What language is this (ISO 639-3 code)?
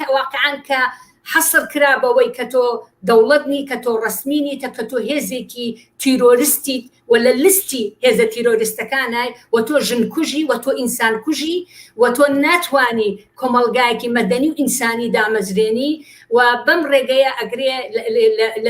ckb